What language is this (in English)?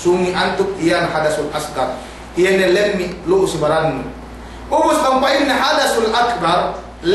Yakan